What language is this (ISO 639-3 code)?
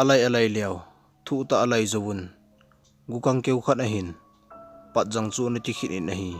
tcz